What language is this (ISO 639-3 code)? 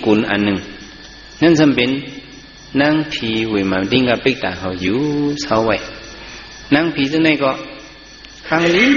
shn